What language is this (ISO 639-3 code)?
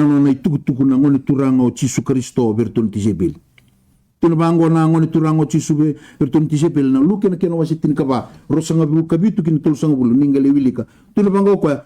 fij